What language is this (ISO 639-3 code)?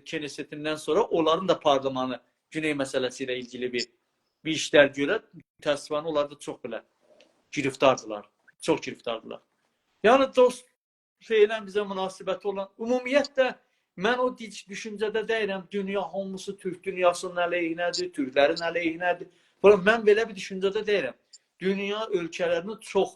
azb